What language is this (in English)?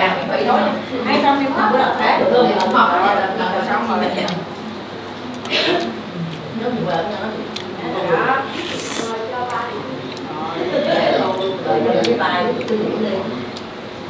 Vietnamese